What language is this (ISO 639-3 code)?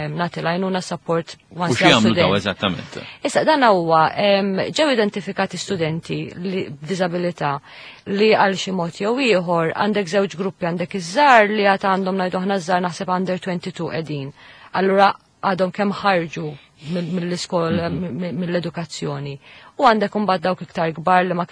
mlt